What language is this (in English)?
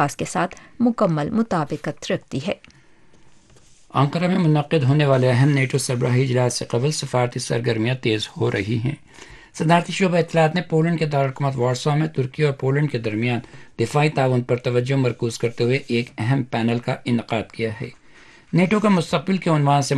Urdu